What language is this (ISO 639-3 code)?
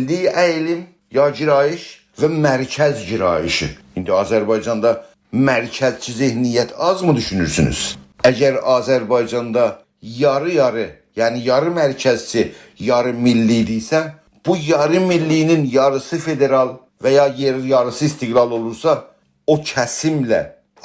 azb